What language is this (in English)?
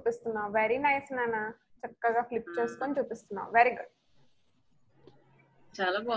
Telugu